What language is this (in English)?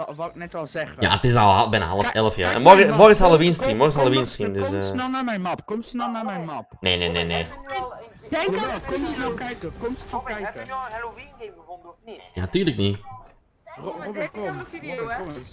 Dutch